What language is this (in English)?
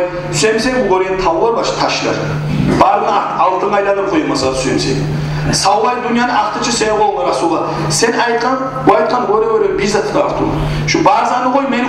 Kumyk